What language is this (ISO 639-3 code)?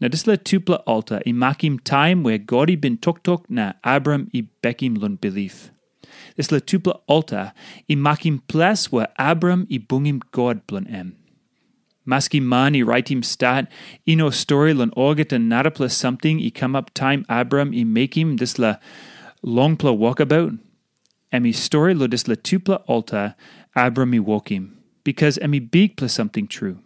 tpi